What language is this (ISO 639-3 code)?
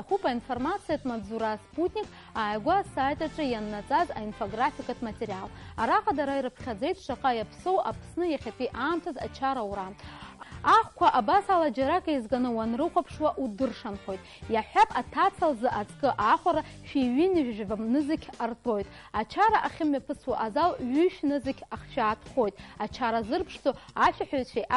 abk